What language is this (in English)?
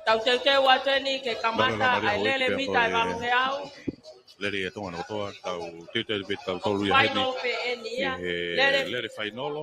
Tongan